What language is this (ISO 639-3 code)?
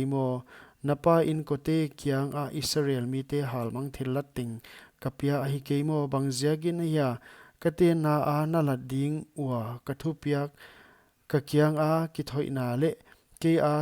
pck